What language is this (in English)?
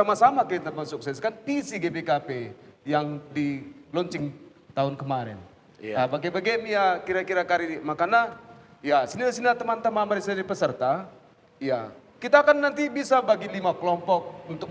Batak Karo